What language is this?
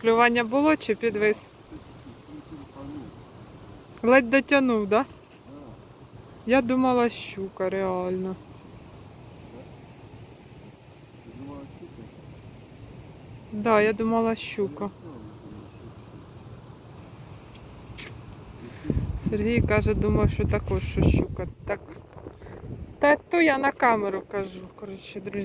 Ukrainian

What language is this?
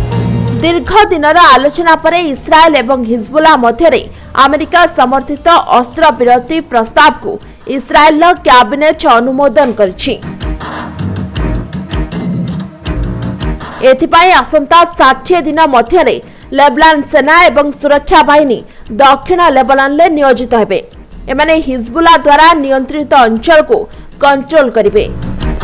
Odia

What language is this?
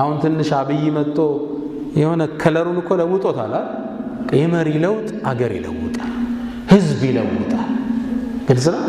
Amharic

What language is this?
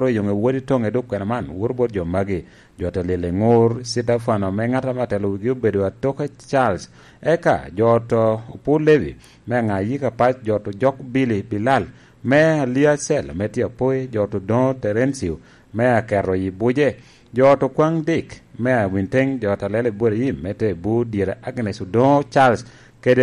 Lango (Uganda)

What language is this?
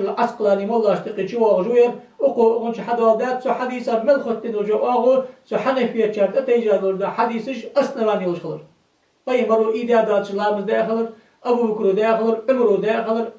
Ingush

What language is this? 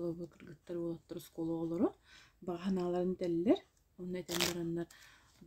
Yakut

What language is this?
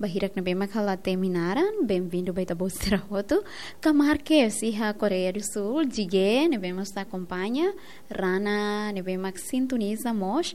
Tetum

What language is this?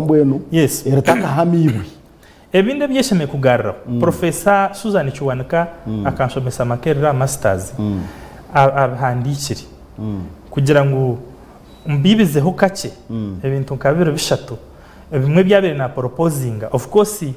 Nyankole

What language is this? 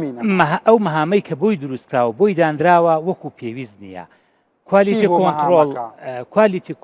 Central Kurdish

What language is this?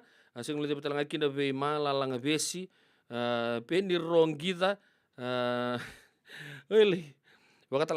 Fijian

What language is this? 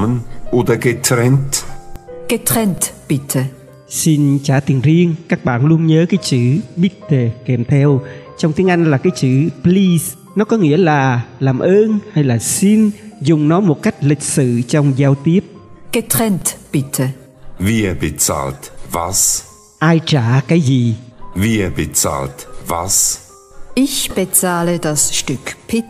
Vietnamese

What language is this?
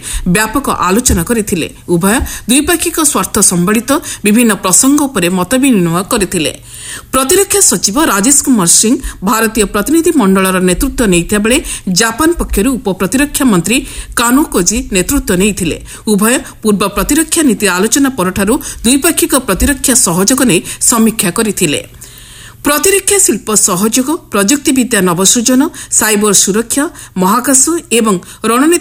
Odia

